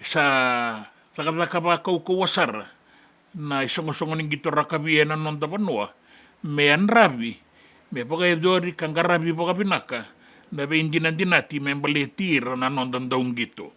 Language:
Fijian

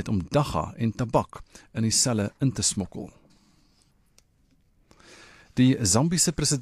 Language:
Afrikaans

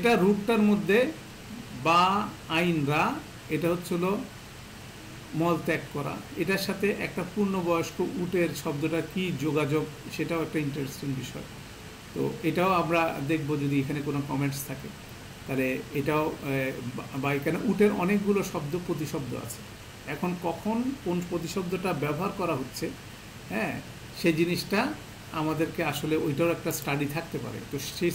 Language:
Bangla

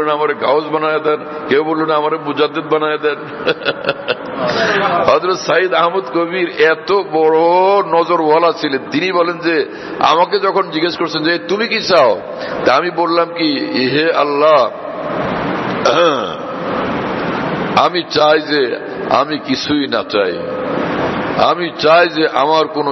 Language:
Bangla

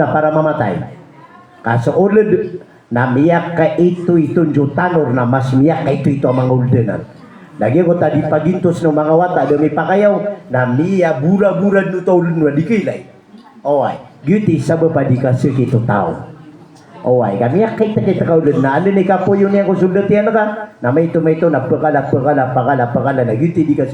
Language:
Maranao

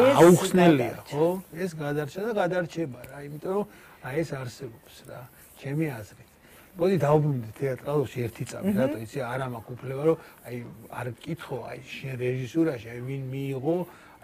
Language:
Georgian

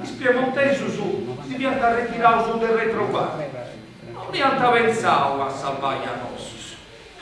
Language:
Sardinian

